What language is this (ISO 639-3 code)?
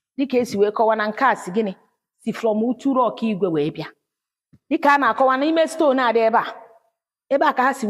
ibo